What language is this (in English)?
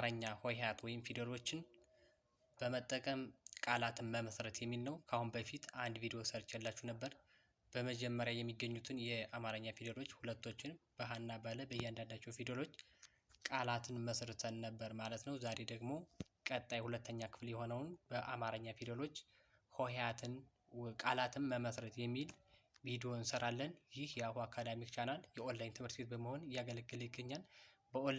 Amharic